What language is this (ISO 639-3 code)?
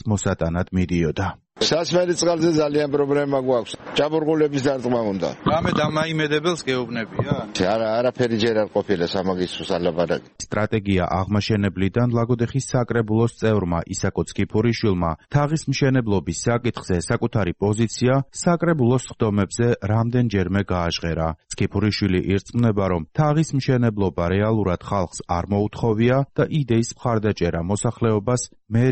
kat